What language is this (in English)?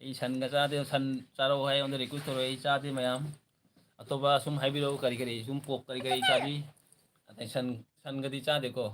Manipuri